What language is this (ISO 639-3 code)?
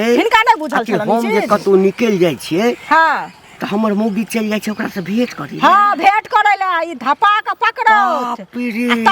mai